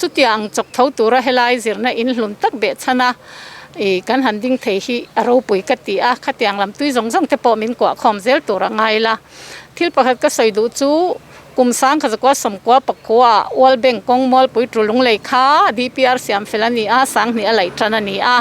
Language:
Mizo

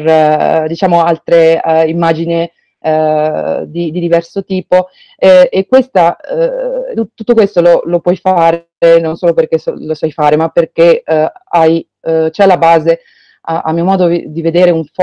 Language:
Italian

